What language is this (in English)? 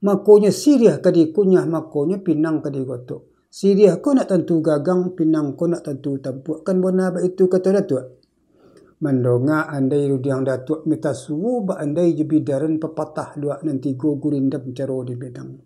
Minangkabau